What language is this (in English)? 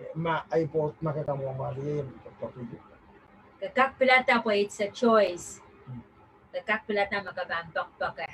Pohnpeian